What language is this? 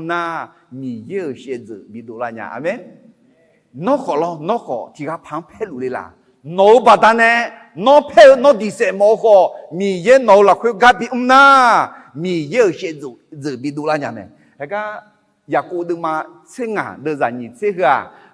Akha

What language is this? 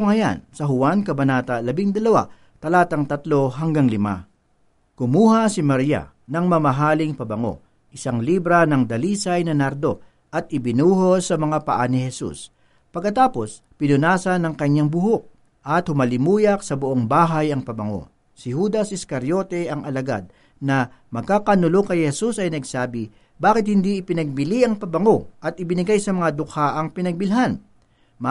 Filipino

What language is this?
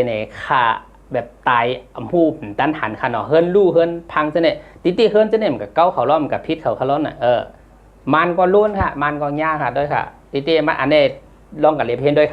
Shan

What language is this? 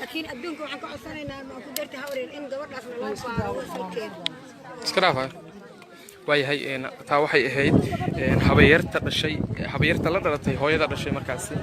Somali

